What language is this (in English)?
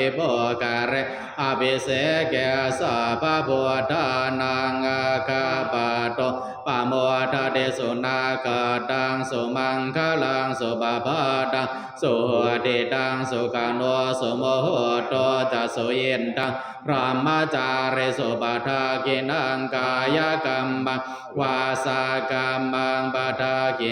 Pali